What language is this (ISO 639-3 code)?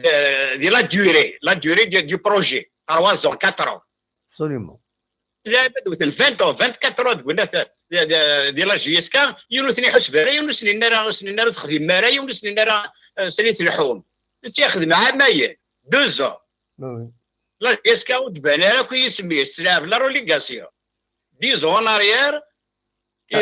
kab